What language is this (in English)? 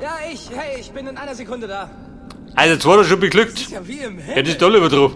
Bavarian